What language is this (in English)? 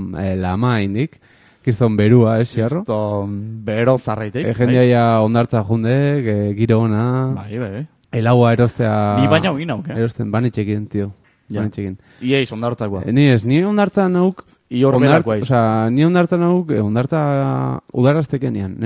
Basque